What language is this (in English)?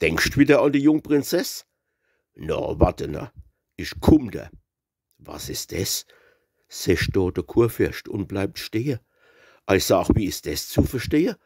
Palatine German